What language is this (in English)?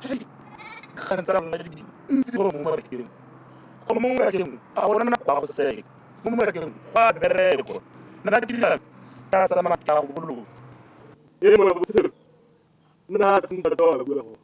Tswana